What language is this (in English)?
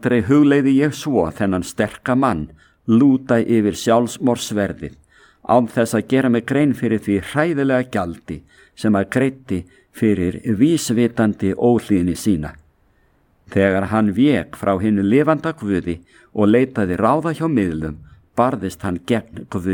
Icelandic